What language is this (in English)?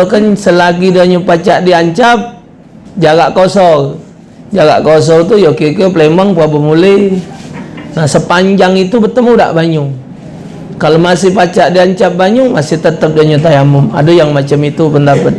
Musi